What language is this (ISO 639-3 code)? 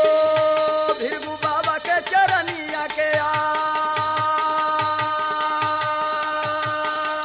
bho